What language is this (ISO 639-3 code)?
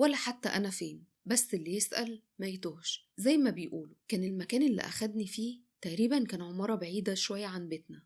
arz